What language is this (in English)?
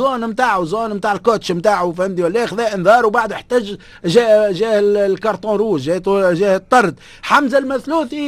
Tunisian Arabic